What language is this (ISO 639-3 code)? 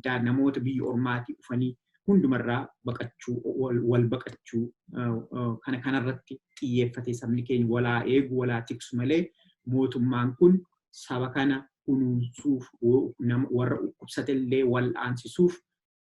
orm